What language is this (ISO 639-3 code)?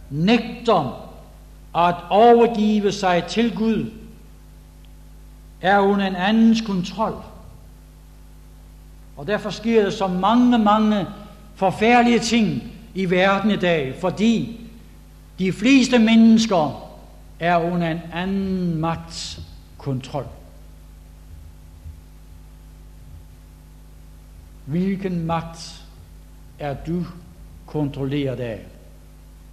dan